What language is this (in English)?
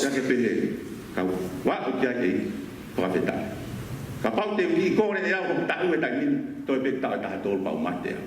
Tongan